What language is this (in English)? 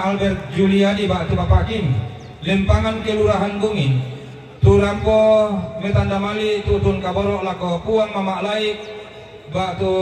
Toraja-Sa'dan